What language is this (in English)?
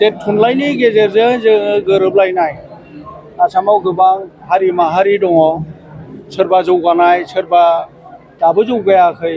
Bodo